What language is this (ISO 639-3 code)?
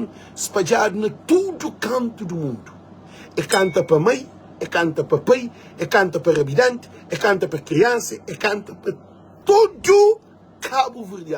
kea